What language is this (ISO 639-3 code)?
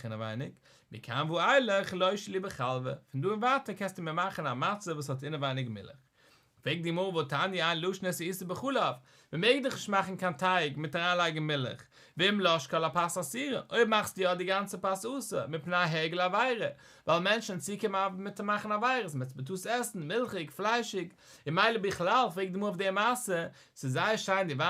yid